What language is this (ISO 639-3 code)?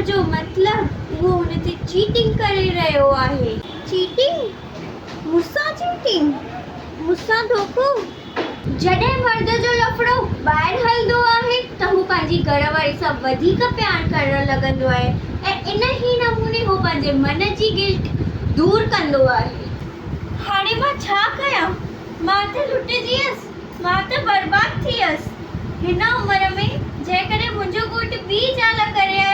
snd